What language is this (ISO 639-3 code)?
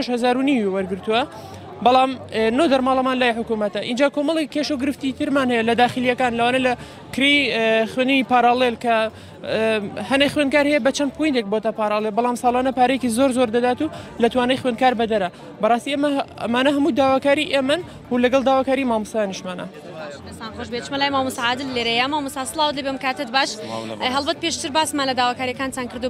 ckb